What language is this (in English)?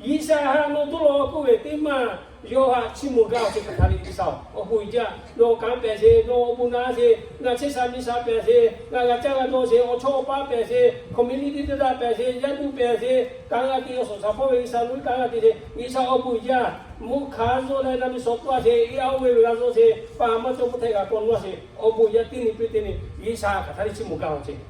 Lahu